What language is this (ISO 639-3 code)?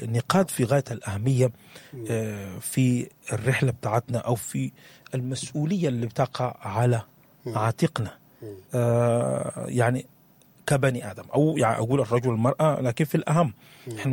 apd